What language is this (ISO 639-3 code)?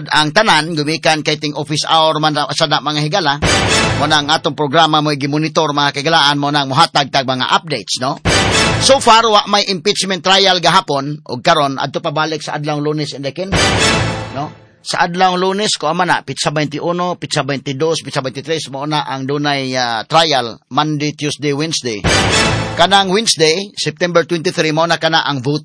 ceb